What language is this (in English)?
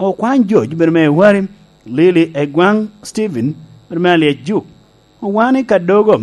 Lango (Uganda)